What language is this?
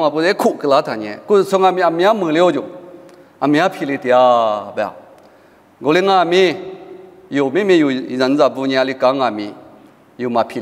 Lisu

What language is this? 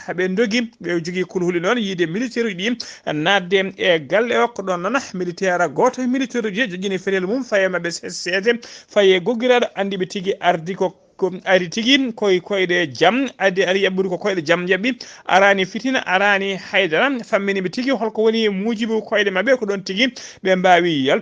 Fula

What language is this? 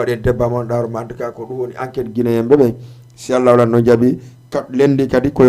Fula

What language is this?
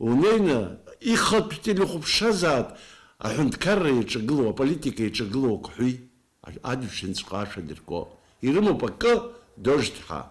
Abkhazian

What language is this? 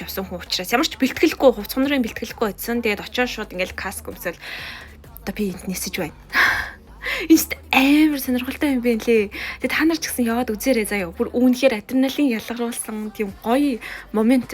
Mongolian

